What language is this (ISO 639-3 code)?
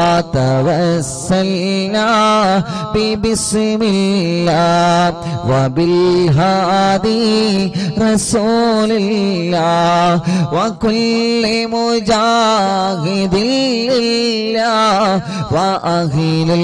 mal